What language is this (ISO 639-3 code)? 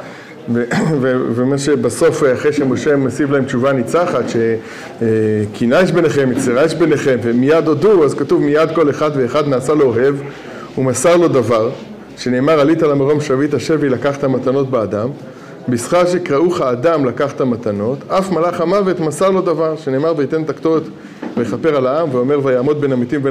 heb